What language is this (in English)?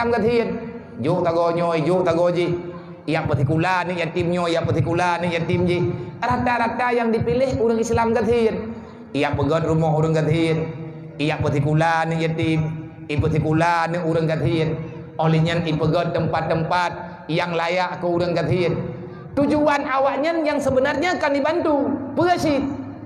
Achinese